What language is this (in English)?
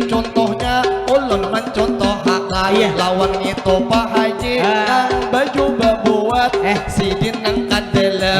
Banjar